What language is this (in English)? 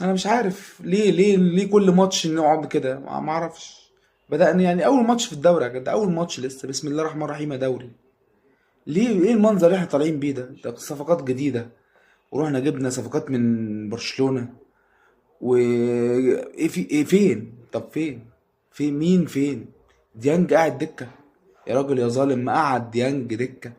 Egyptian Arabic